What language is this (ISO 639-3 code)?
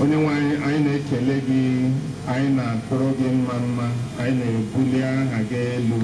ibo